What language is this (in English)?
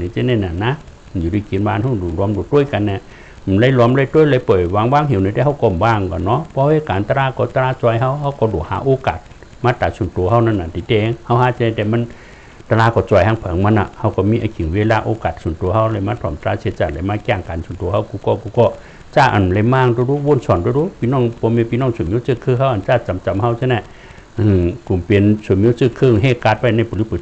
Shan